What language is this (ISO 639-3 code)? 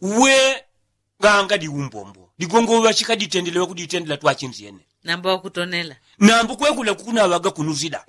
yao